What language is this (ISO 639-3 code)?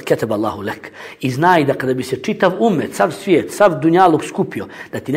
bos